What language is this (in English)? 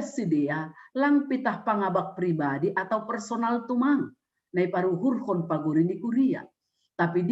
Batak Simalungun